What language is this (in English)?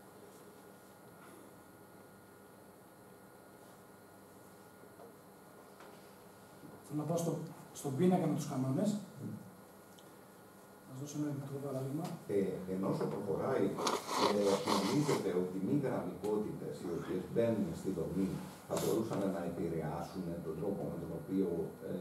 Greek